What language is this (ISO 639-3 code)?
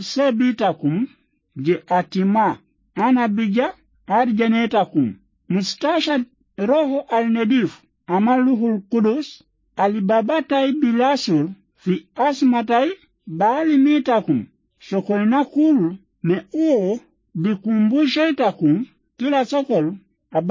swa